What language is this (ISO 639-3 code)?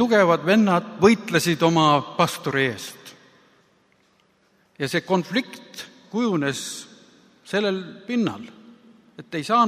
est